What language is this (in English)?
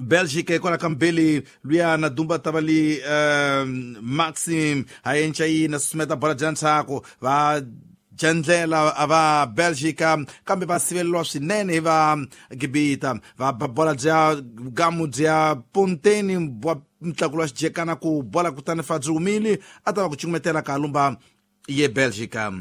Tsonga